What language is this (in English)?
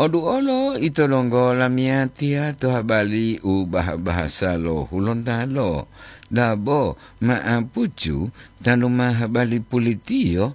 Gorontalo